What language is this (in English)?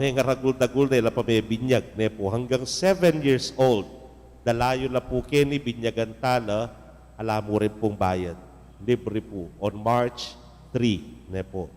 Pampanga